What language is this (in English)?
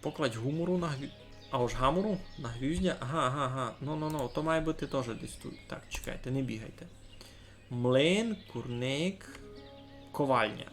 Rusyn